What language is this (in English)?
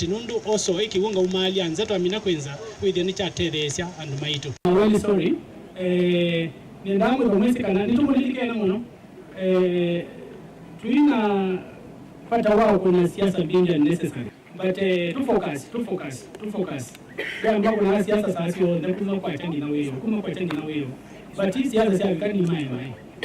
Kamba